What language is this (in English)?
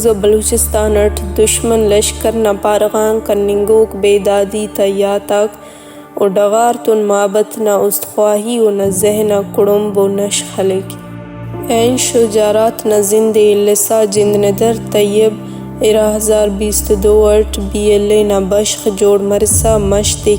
Brahui